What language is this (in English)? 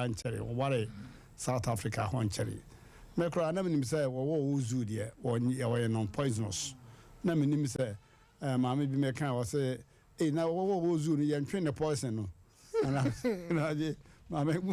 Akan